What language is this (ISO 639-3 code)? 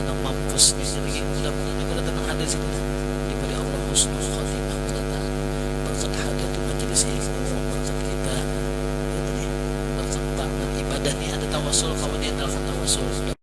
bjn